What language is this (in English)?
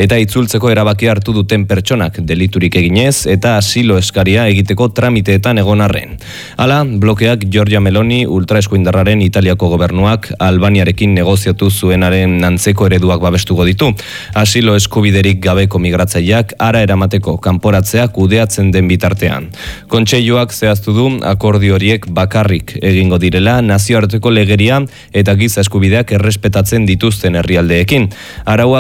Basque